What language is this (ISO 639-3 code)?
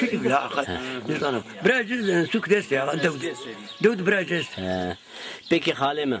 zza